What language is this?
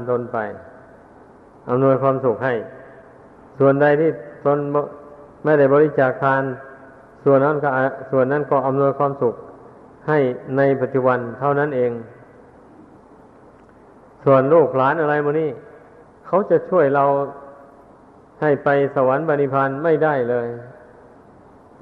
Thai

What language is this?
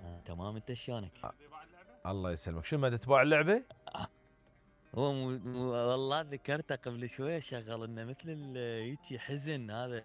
Mesopotamian Arabic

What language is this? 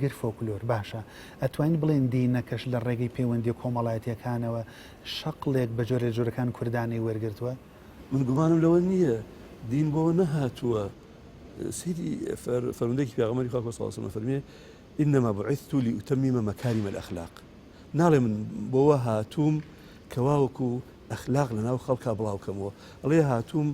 Central Kurdish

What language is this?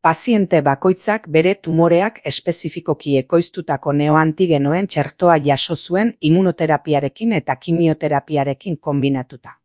Basque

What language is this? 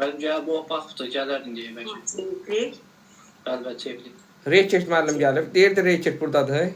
Azerbaijani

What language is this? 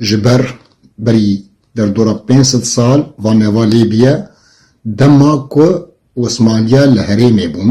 Kurdish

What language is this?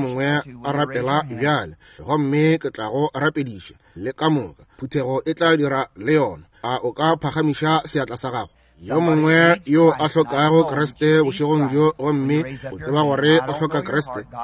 Northern Sotho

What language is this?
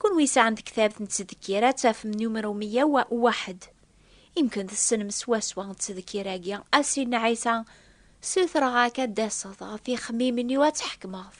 Kabyle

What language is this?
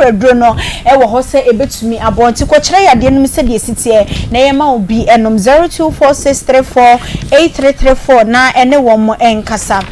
Akan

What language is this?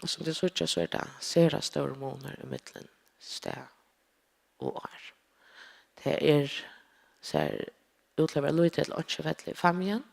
Faroese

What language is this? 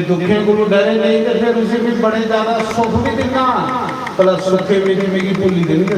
Dogri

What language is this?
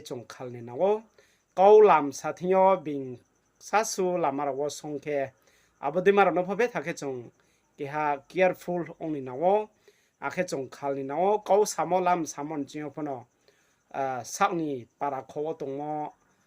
Riang (India)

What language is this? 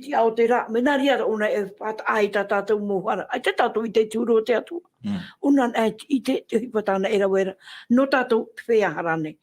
Tahitian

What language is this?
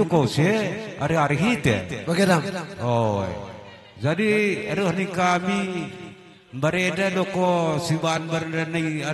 Batak Karo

